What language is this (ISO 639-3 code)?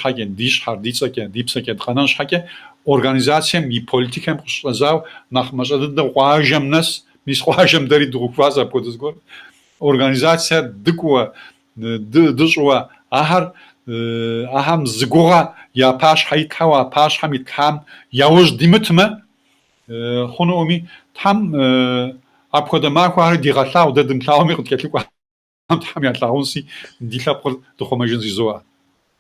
kbd